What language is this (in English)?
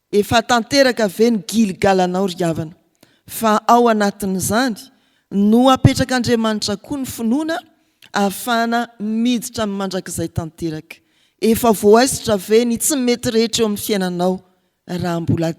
Malagasy